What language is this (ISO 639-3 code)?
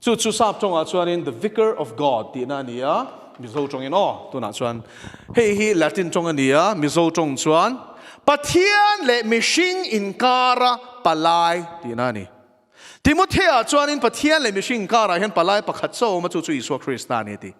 lus